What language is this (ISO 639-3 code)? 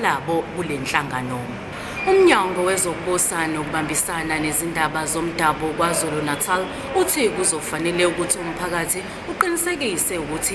zul